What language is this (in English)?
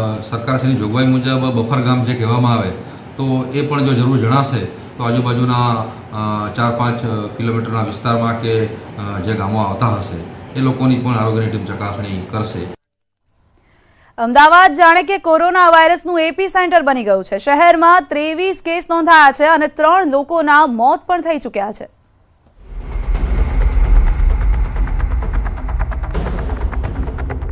Gujarati